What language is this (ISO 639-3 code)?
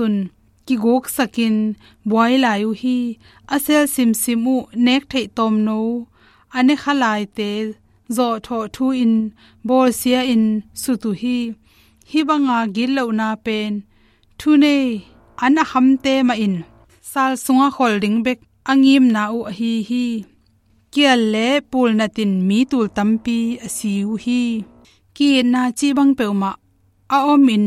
ctd